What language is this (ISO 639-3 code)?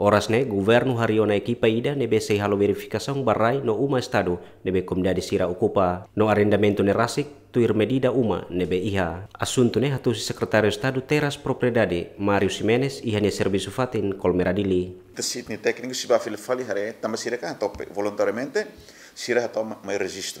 tet